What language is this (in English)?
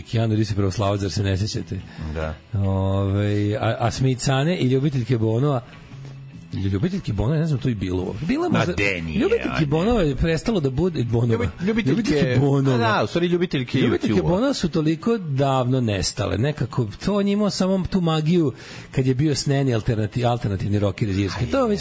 Serbian